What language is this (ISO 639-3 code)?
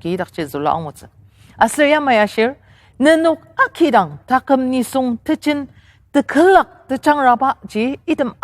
njo